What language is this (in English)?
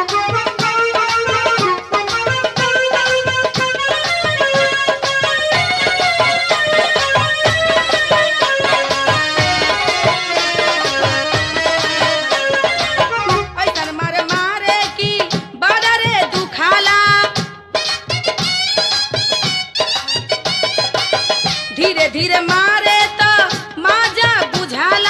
Bhojpuri